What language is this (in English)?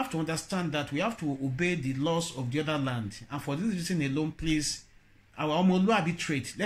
Yoruba